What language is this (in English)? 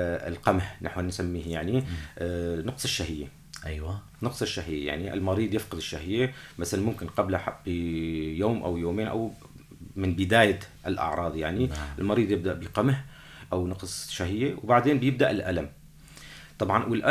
North Levantine Arabic